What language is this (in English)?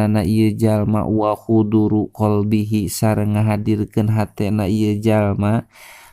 Sundanese